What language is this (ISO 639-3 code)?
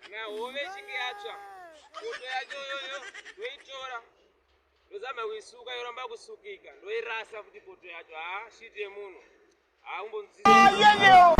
sna